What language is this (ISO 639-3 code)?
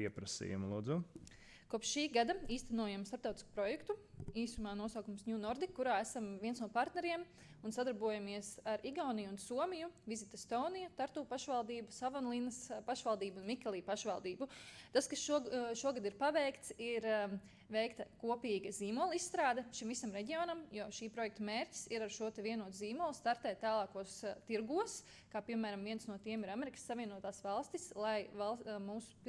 lav